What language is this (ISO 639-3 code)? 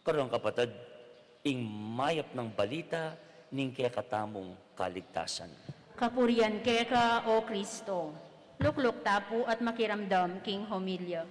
pam